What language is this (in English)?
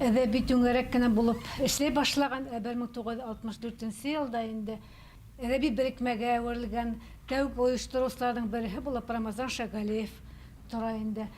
Bashkir